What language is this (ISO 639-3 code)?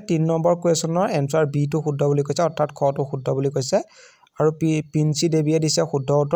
asm